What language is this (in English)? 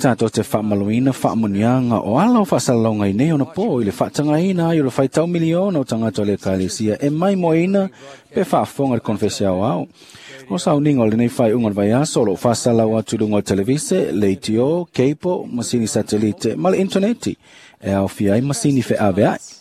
Samoan